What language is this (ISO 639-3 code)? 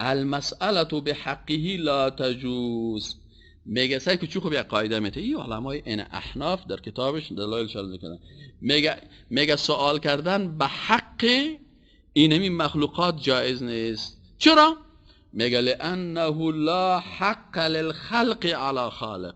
fas